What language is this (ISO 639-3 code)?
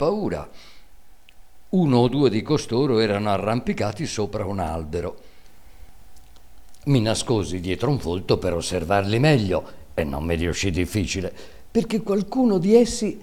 ita